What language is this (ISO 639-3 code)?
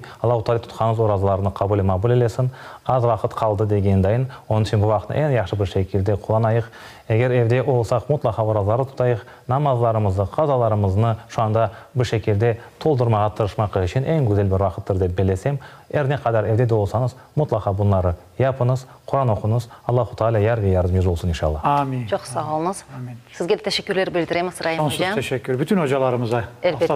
crh